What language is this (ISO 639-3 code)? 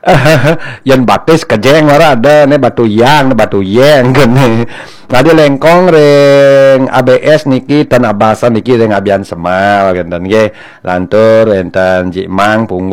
ban